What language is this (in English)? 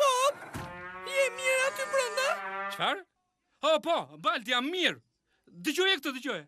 Albanian